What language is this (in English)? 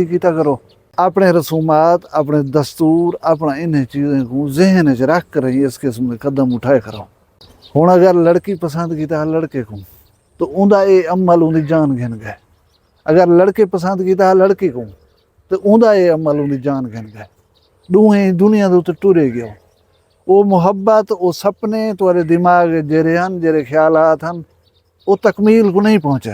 Saraiki